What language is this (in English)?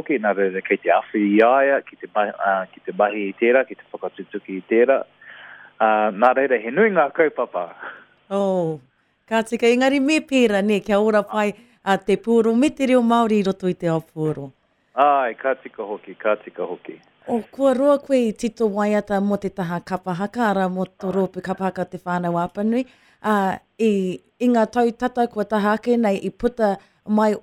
Māori